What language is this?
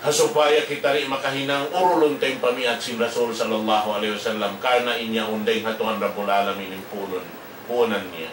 Tausug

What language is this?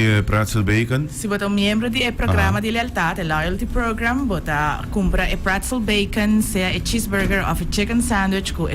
Papiamento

